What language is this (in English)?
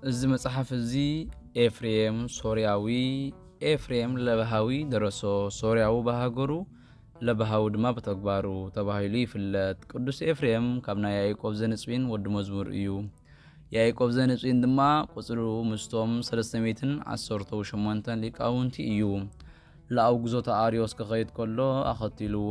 Tigrinya